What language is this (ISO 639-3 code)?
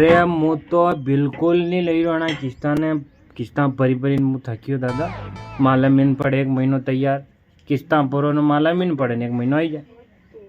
raj